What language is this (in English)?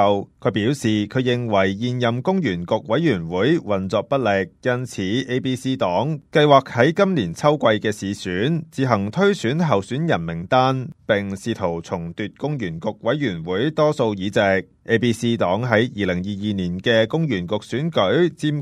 Cantonese